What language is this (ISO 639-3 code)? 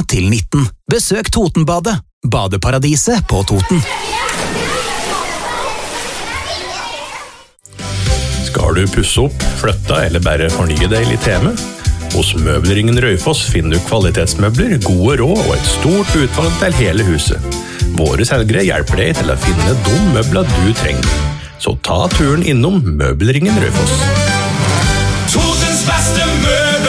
nor